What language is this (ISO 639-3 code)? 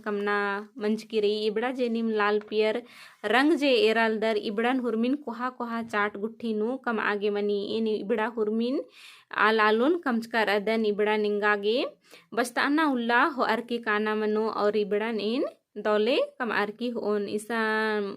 kru